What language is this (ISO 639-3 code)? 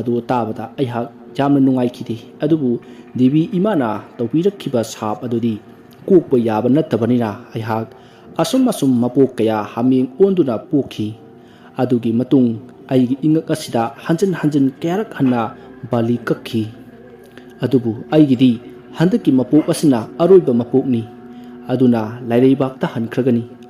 mni